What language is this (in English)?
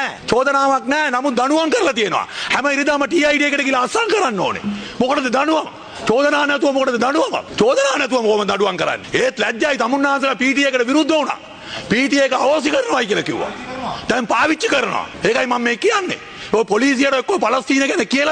Sinhala